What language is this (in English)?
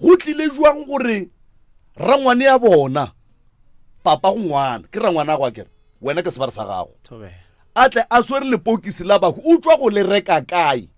Northern Sotho